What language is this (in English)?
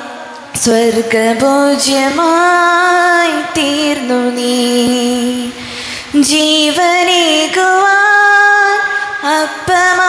Malayalam